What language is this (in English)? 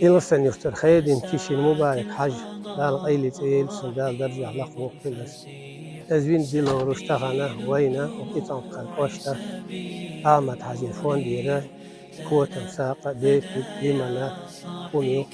Chechen